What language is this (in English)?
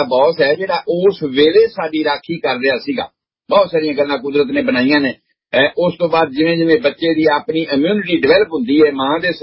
Punjabi